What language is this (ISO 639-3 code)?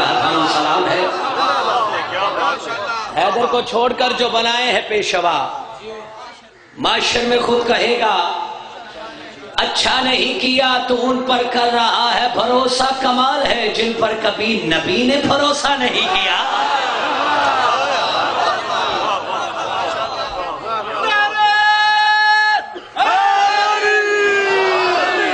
urd